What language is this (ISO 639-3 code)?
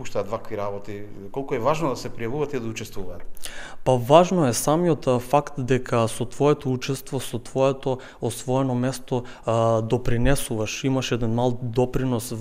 mkd